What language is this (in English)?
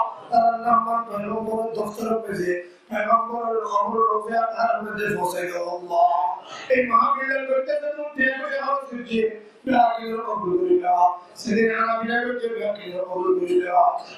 Rohingya